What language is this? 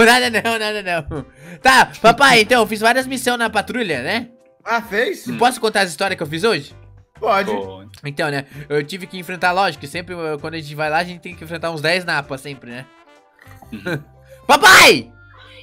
Portuguese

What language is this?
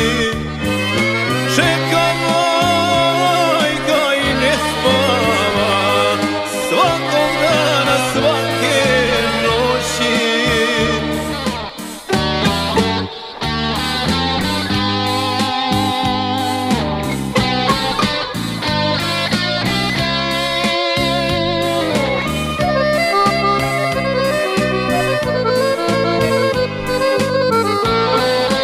Serbian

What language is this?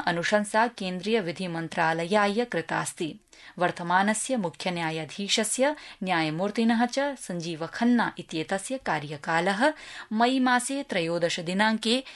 Sanskrit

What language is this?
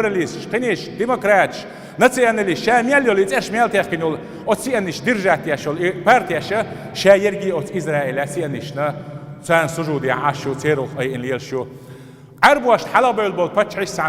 Chechen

